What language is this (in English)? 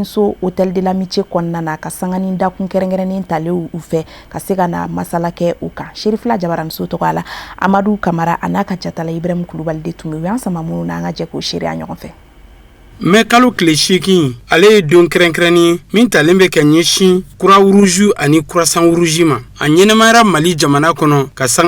Bambara